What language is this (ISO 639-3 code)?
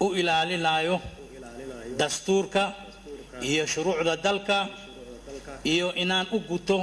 som